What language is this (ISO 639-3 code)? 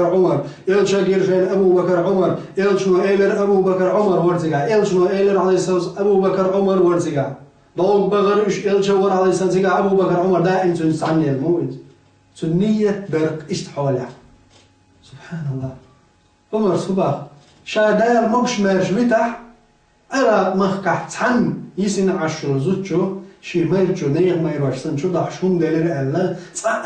che